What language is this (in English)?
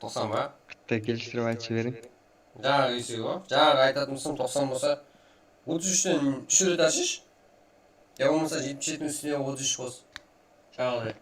Kara-Kalpak